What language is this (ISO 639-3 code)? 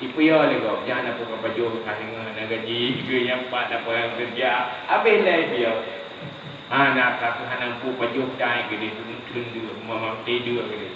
ace